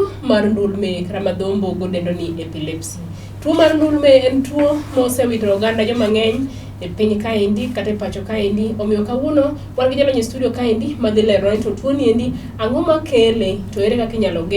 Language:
Luo (Kenya and Tanzania)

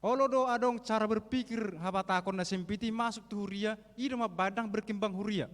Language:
Batak Toba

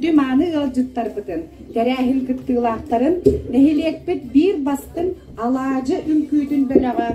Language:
Yakut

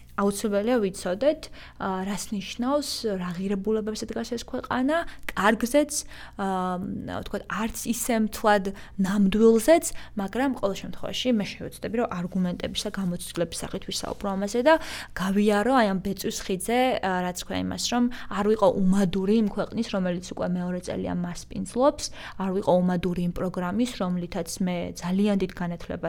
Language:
Georgian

